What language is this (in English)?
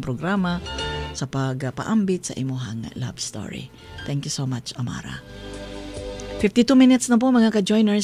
Cebuano